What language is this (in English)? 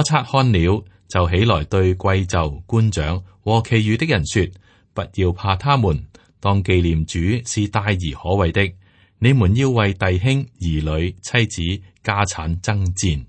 Cantonese